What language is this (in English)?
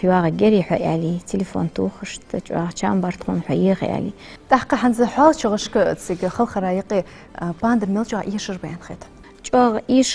Ingush